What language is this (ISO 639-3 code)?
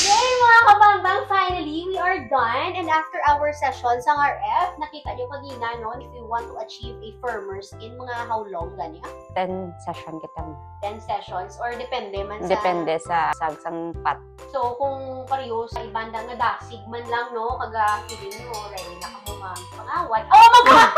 hil